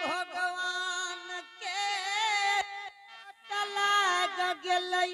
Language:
Angika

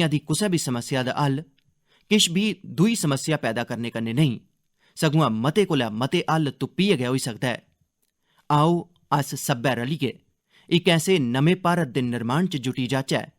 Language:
Dogri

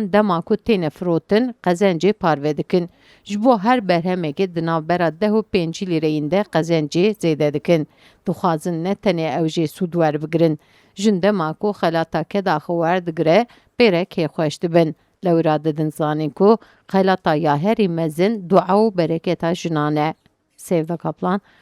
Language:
Kurdish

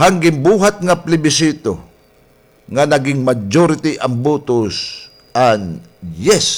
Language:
Waray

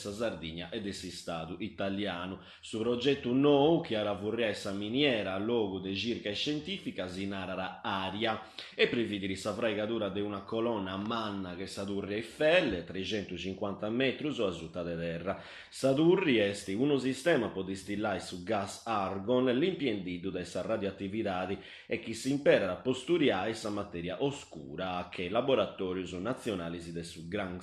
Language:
Sardinian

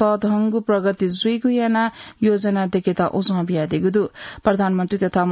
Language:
Newari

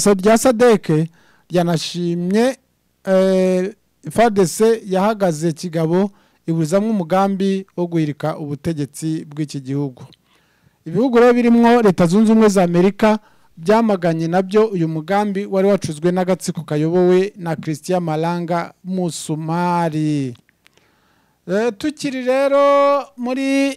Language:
Kinyarwanda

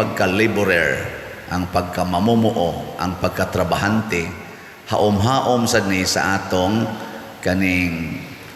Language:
Cebuano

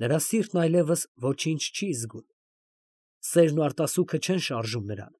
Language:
Armenian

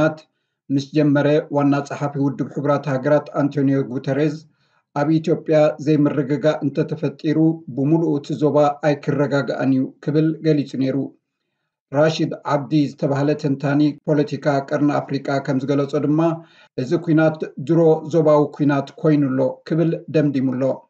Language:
Tigrinya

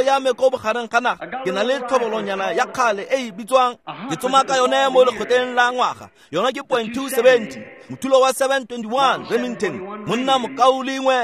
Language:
Tswana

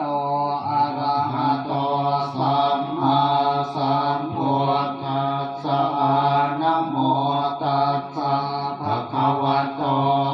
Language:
Pali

